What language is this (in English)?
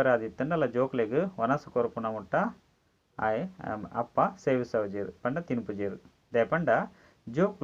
Tulu